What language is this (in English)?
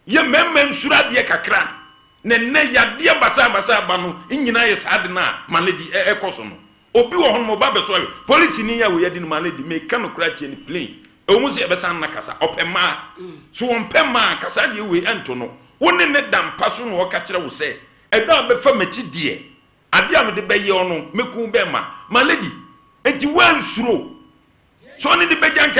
Akan